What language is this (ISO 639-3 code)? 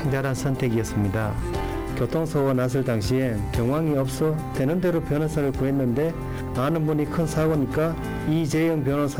kor